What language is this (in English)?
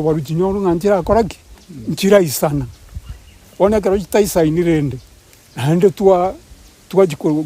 Gusii